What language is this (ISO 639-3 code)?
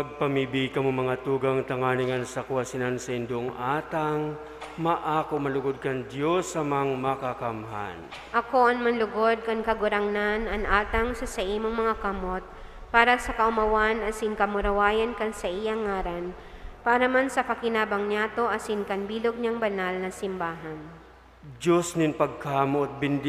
bik